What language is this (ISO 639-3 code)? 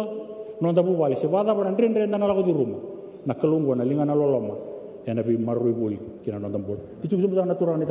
fij